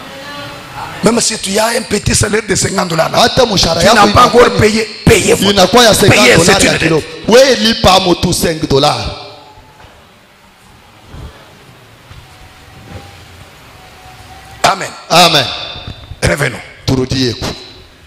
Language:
Swahili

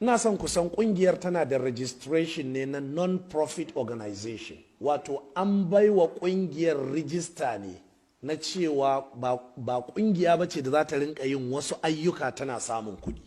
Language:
Hausa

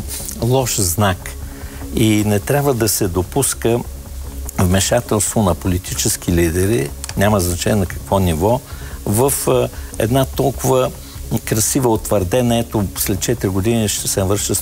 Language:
Bulgarian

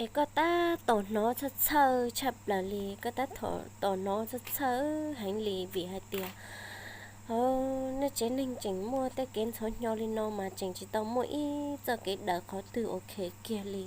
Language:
Hmong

